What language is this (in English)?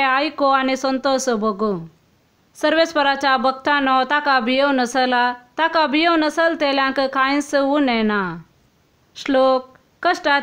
Konkani